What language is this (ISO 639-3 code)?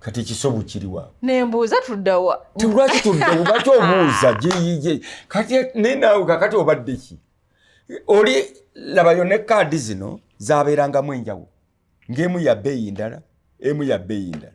lug